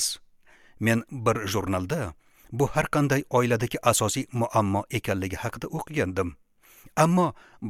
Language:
Uzbek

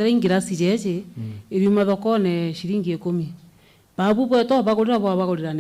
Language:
Meru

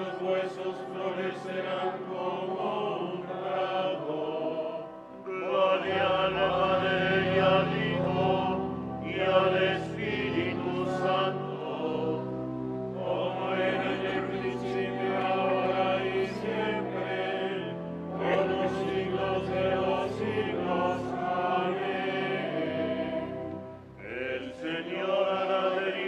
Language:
Spanish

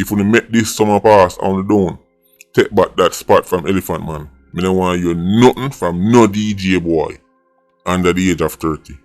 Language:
Jamaican Creole English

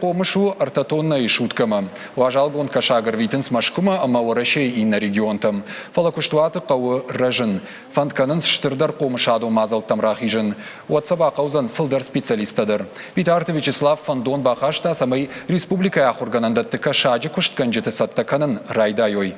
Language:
Ossetic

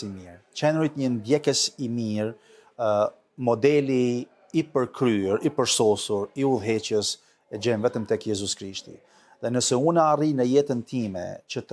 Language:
Albanian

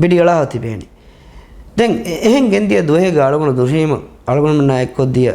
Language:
Divehi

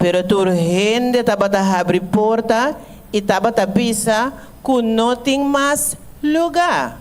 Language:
Papiamento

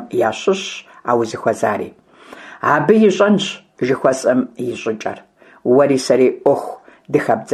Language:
Kabardian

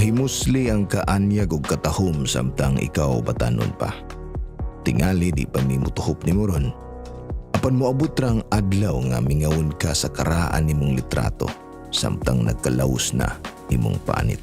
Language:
Cebuano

